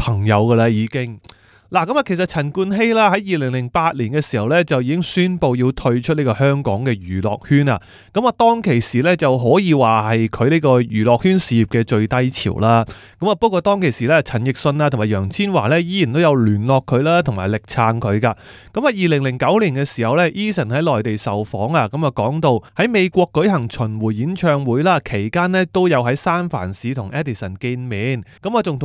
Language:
Cantonese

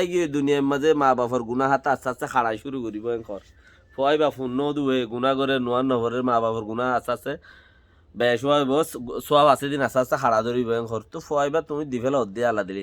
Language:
Rohingya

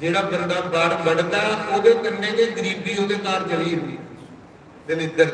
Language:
Dogri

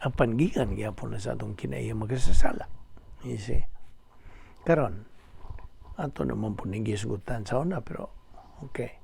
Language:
Cebuano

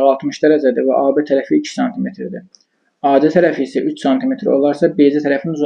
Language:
Azerbaijani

